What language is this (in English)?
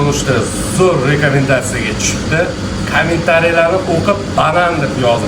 Uzbek